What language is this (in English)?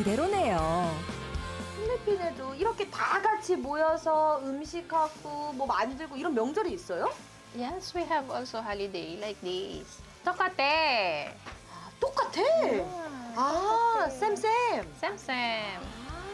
Korean